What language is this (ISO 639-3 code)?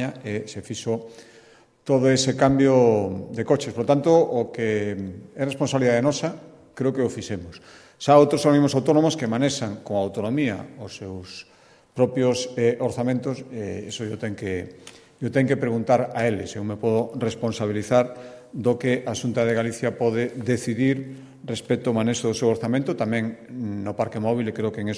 glg